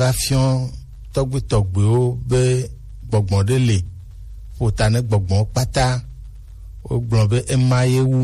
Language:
Gen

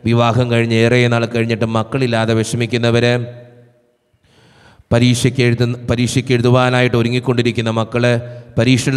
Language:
Malayalam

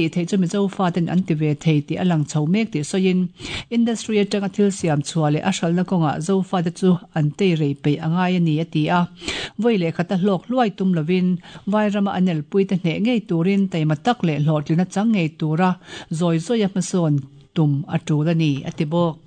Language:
Mizo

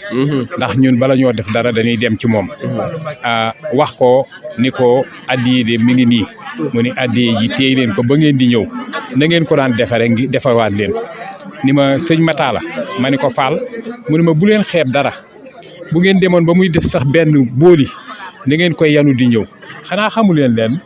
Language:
Wolof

